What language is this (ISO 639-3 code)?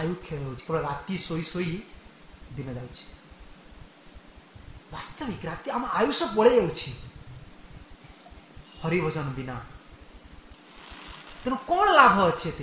ori